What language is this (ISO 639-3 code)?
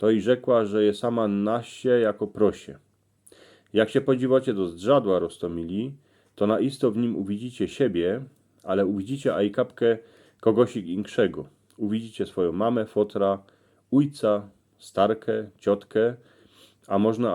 szl